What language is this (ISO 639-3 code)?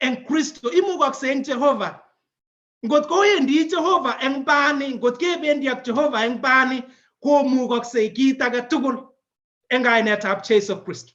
kln